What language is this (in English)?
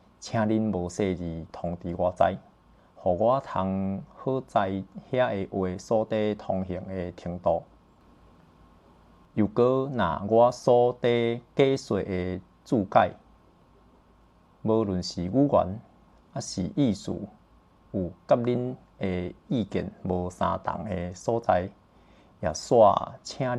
Min Nan Chinese